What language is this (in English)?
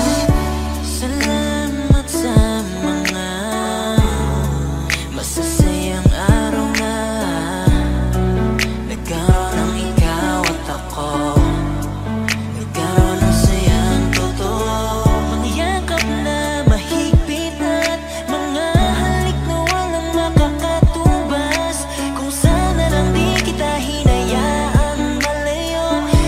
Filipino